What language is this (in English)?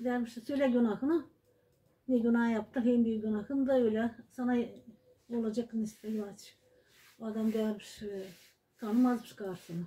Gagauz